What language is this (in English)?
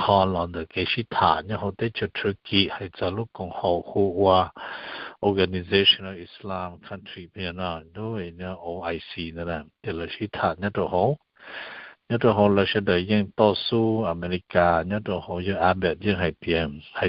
Hmong